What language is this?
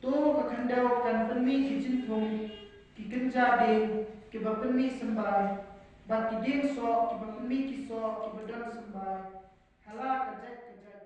Khasi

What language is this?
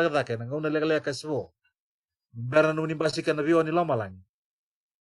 Fijian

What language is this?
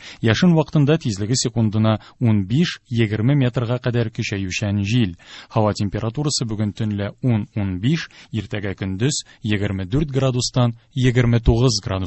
Tatar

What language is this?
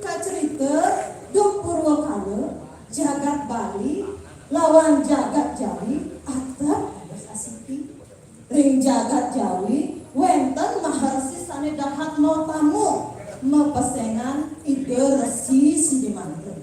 Balinese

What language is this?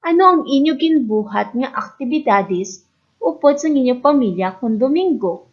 Hiligaynon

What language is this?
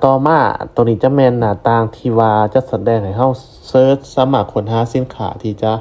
Lao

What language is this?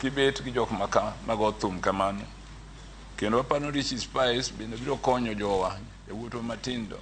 Luo (Kenya and Tanzania)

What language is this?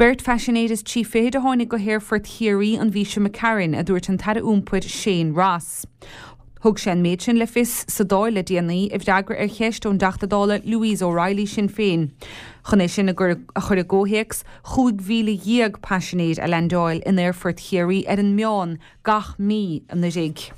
Irish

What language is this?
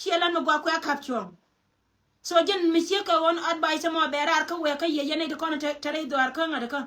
Nuer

